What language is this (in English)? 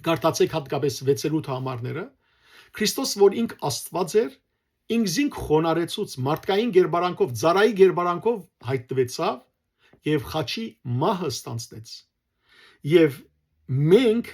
Western Armenian